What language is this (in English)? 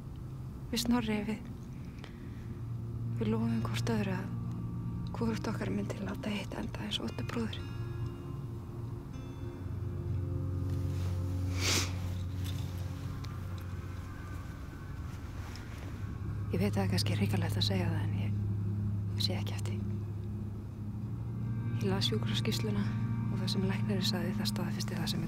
Icelandic